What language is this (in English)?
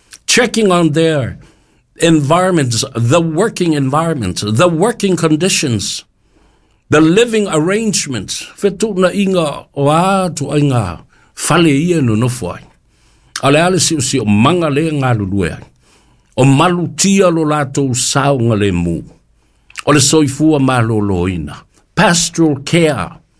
Samoan